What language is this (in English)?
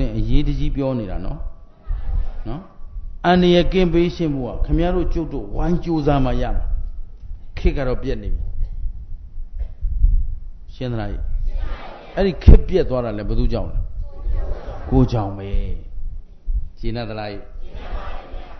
Burmese